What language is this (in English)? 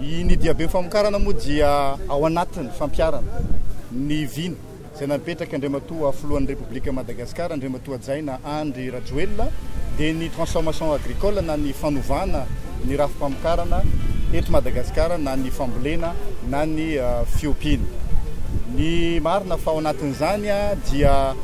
Malagasy